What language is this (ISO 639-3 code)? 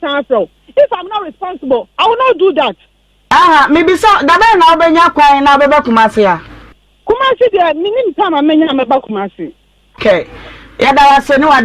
aka